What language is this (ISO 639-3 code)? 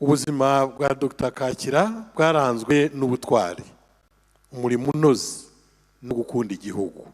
kin